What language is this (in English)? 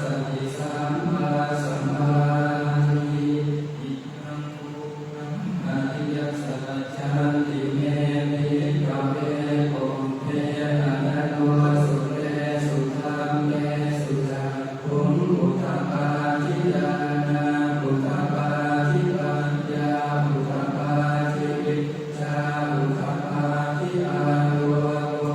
Pali